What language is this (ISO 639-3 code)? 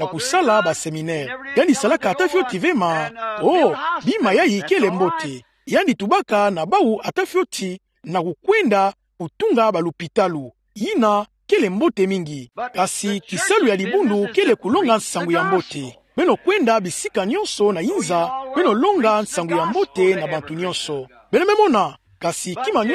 ktu